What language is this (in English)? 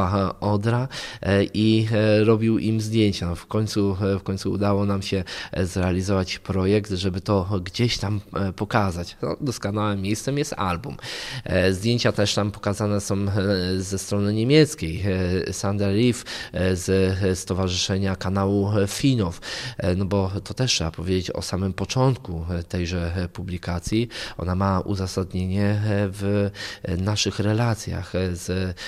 Polish